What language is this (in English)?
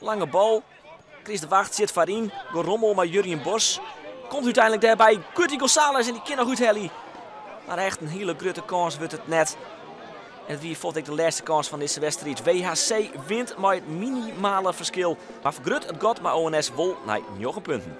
Western Frisian